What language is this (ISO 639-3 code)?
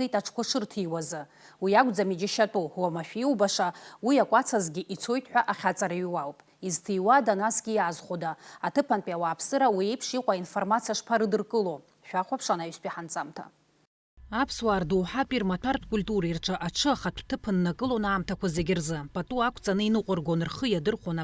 abk